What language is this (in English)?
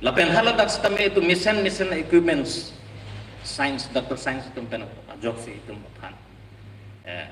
Karbi